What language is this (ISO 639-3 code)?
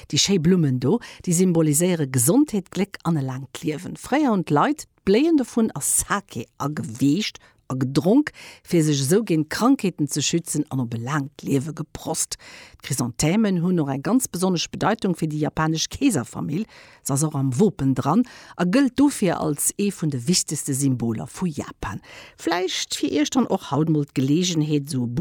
ltz